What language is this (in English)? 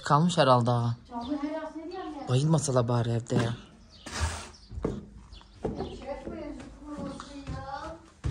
Turkish